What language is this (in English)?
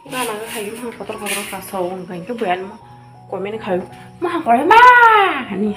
Kok Borok